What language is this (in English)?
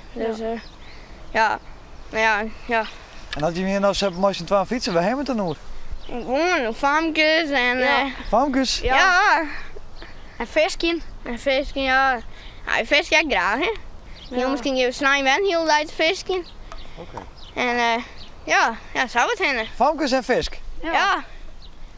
Western Frisian